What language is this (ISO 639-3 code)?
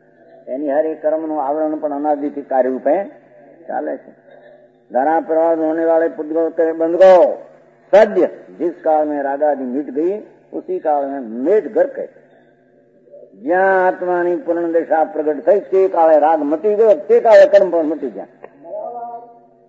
guj